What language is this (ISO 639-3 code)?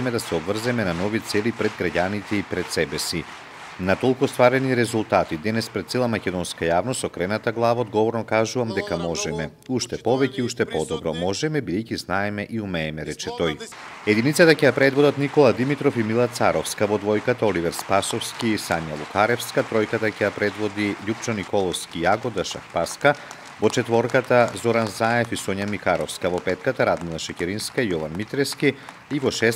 mkd